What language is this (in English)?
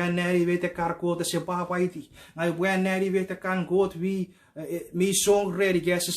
Chuukese